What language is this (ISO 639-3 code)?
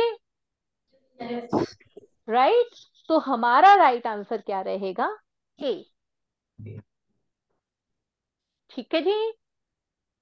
hin